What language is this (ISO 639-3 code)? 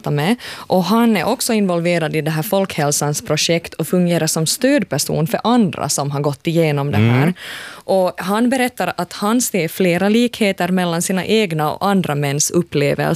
swe